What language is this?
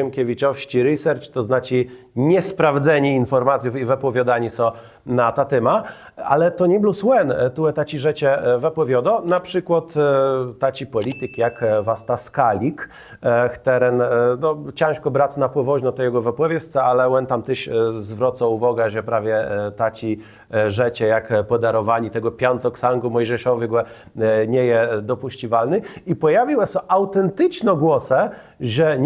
Kashubian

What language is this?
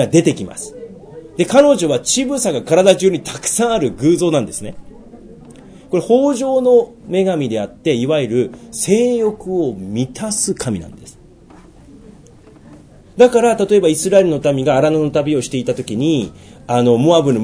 Japanese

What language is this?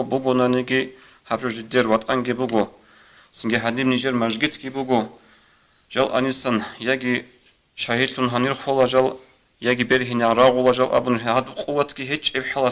Avaric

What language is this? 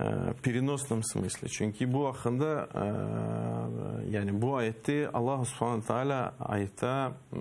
Crimean Tatar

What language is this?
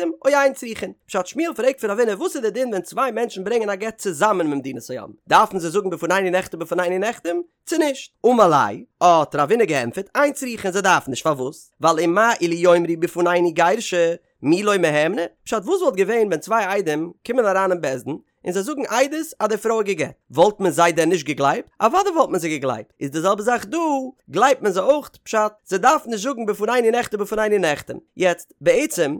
Yiddish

